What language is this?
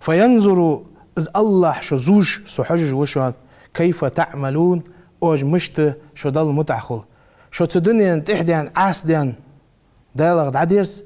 Ingush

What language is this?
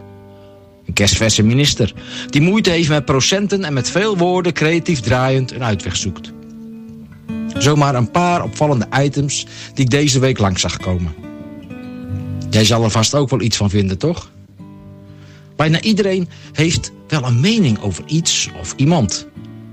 Dutch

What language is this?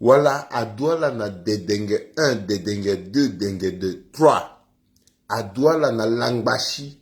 Sango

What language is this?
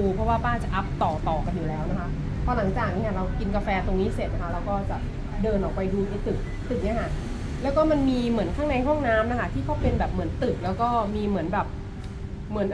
Thai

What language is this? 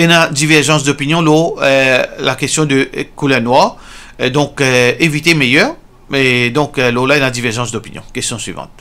Morisyen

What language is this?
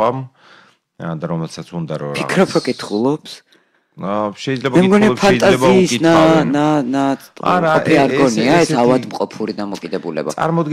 Georgian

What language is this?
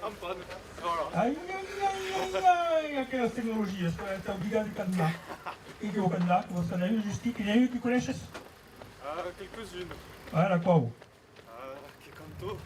Occitan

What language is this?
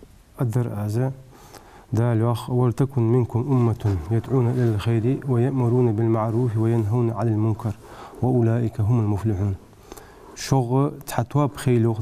Ingush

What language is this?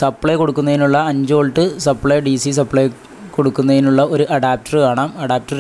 Malayalam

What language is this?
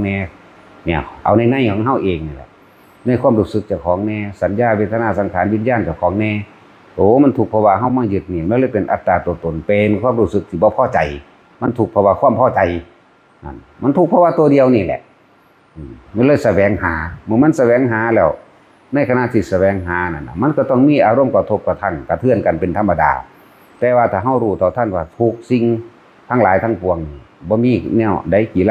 Northeastern Thai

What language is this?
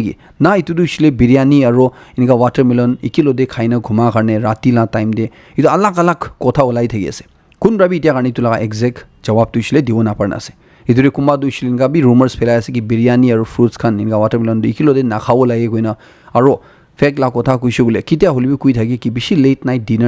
Naga Pidgin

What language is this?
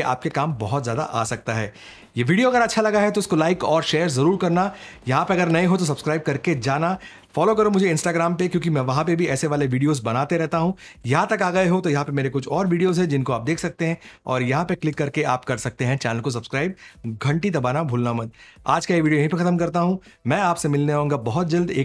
Hindi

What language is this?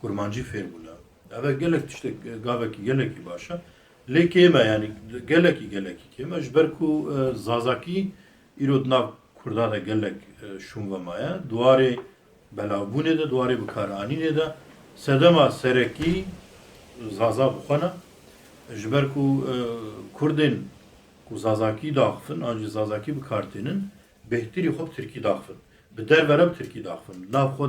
Kurdish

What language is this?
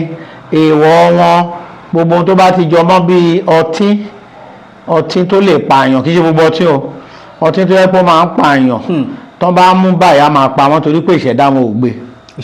Yoruba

